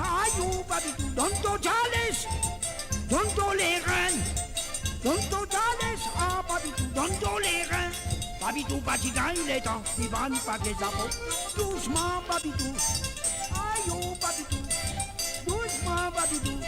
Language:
Morisyen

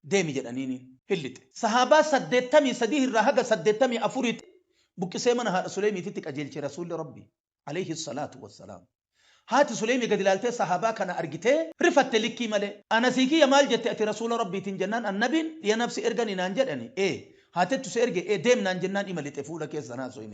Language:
Oromo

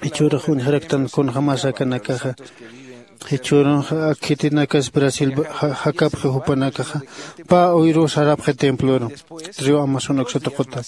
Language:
Aymara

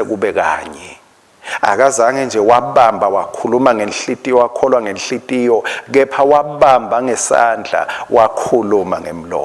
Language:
Swati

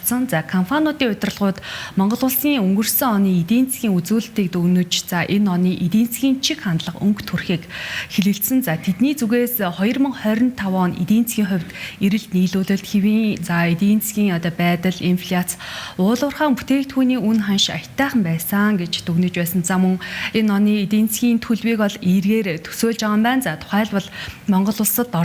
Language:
Mongolian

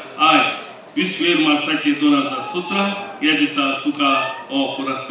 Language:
Konkani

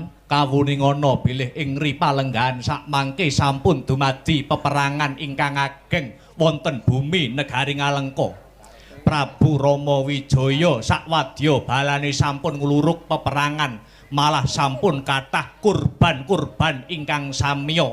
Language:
Javanese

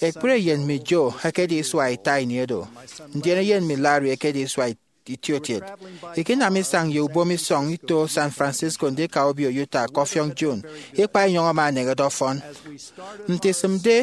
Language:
Efik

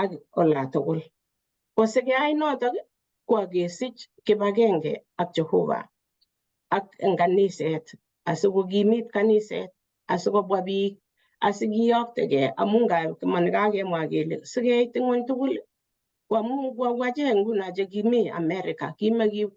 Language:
Kalenjin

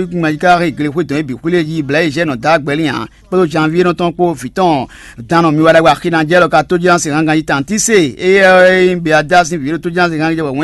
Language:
Fon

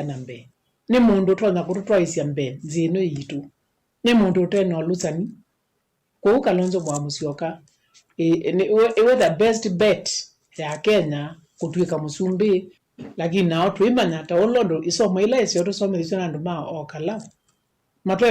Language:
Kamba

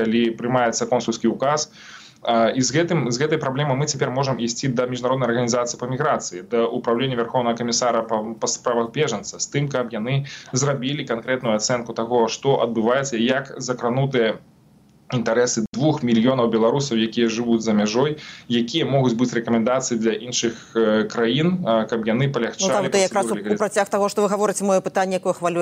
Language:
Belarusian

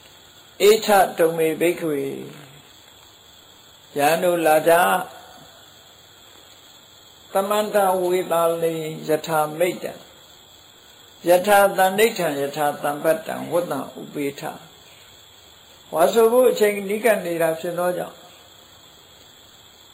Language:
Burmese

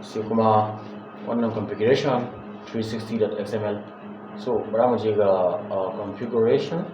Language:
Hausa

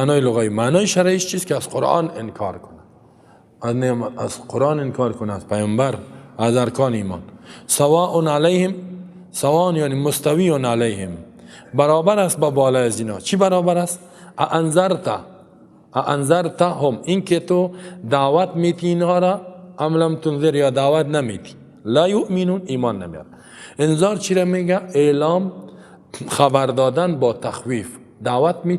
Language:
Persian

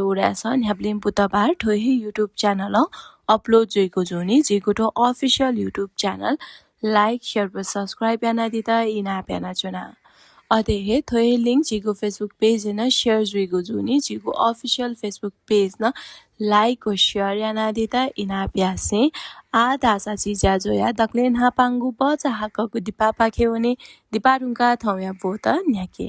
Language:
Newari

